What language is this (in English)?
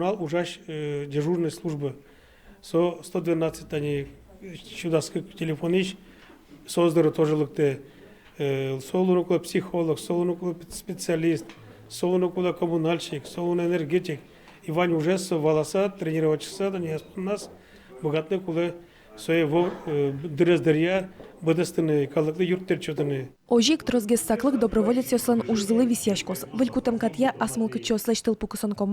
Udmurt